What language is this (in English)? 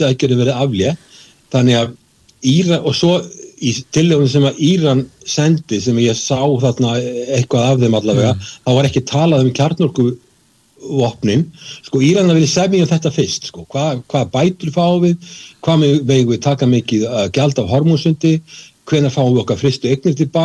Icelandic